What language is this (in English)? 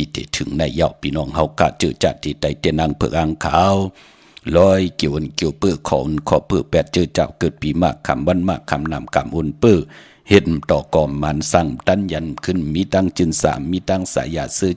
Shan